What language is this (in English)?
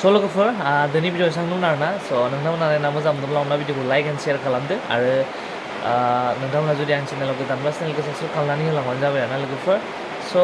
Bodo